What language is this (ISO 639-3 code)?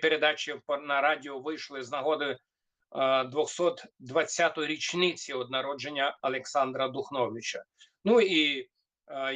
rue